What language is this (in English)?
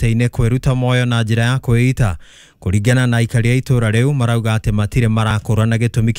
Kikuyu